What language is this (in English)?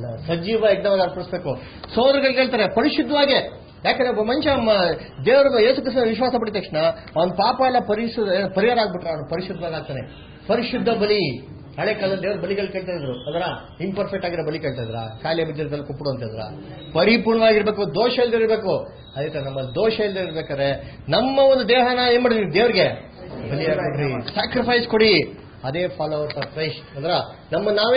Kannada